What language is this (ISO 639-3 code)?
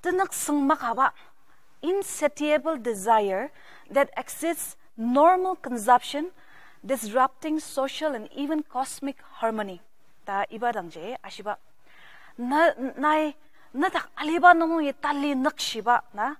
njo